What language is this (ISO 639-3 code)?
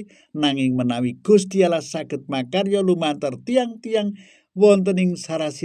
jav